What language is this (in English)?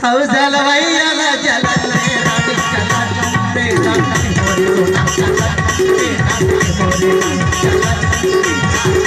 Chhattisgarhi